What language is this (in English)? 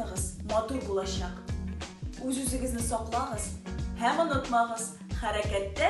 Tatar